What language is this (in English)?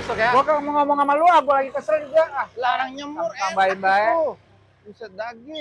Betawi